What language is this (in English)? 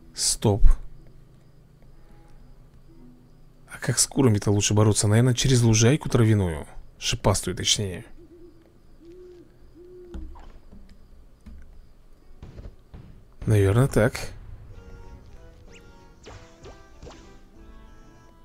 Russian